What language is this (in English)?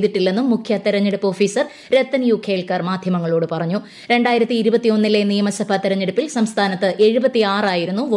Malayalam